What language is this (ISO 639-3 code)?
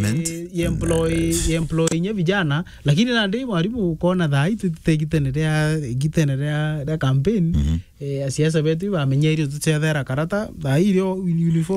mer